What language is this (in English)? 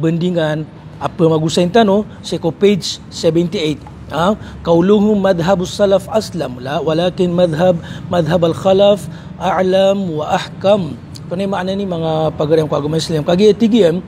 Maranao